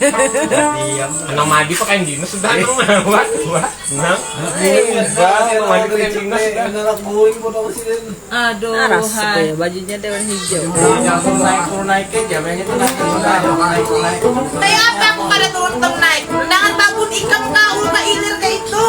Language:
Banjar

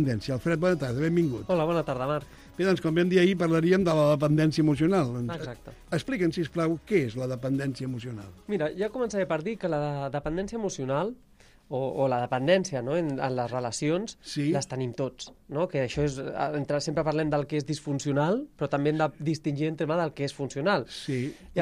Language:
Catalan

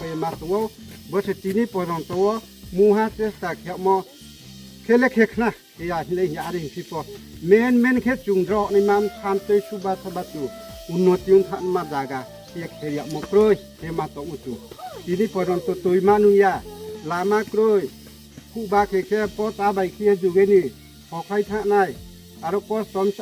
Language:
Riang (India)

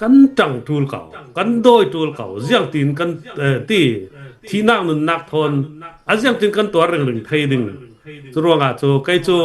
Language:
Hakha Chin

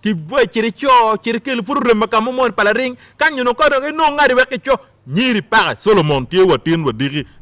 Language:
Acoli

